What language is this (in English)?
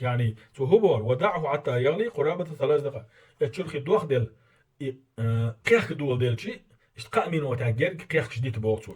Chechen